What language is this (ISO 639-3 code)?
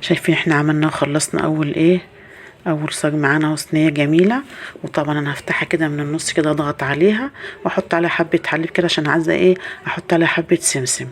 arz